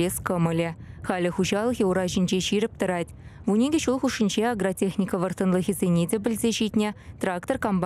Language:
Chuvash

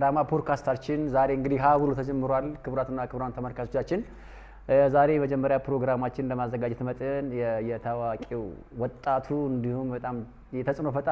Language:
Amharic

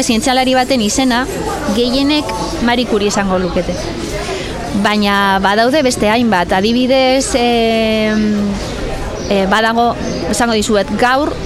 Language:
Basque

